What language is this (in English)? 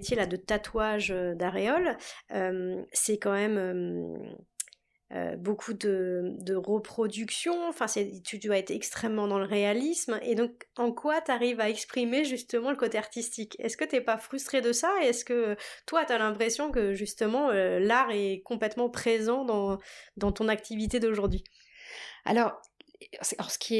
French